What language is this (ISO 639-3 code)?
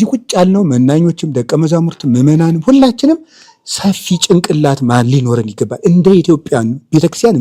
amh